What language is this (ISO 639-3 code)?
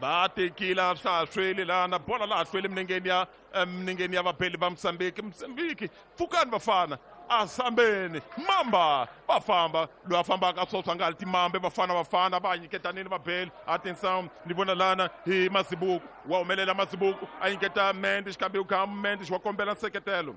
tso